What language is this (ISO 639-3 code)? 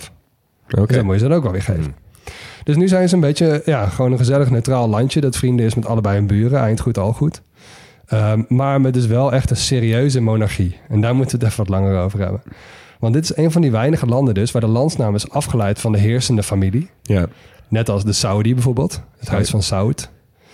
nld